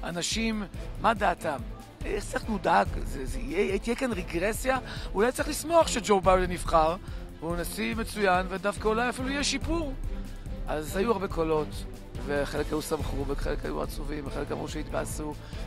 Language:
Hebrew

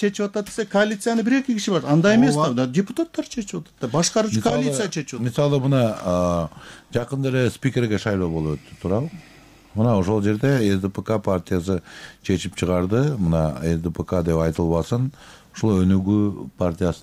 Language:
Kyrgyz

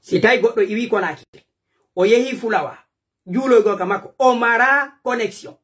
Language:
Pular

